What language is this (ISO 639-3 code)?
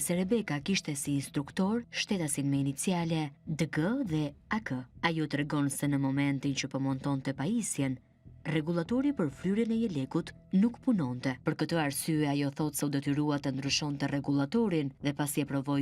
sqi